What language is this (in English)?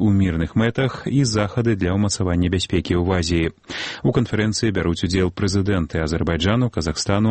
Belarusian